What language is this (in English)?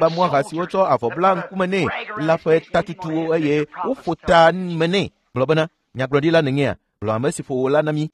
Ewe